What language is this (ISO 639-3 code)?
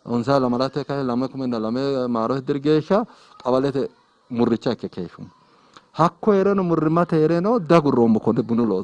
sid